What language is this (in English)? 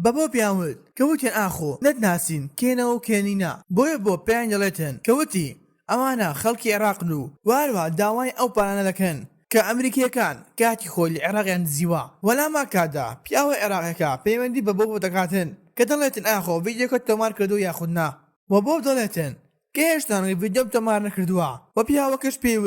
Central Kurdish